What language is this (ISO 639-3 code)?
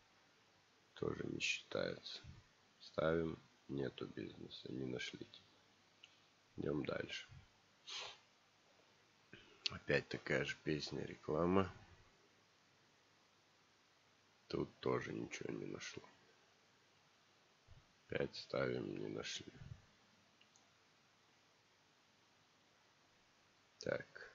rus